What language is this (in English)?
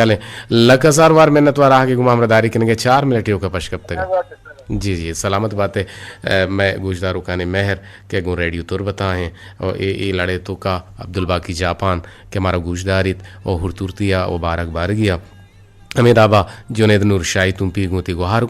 Eastern Balochi